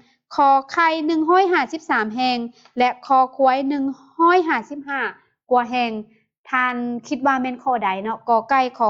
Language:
Lao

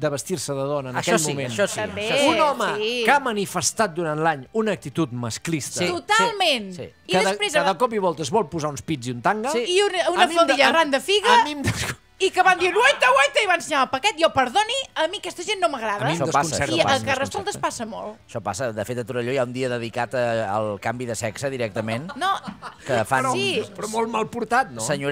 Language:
Catalan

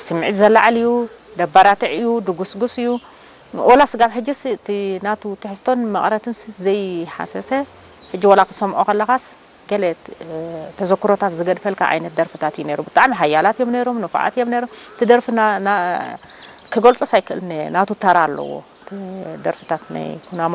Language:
Tigrinya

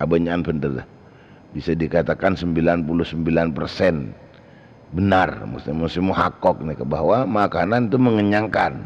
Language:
Madurese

